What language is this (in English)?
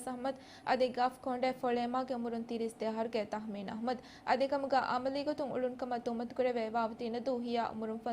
Divehi